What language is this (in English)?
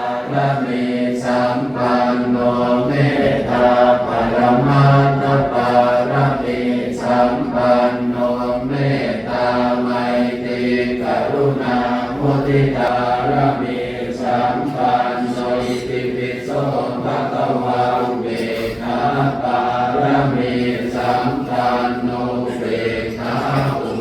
Pali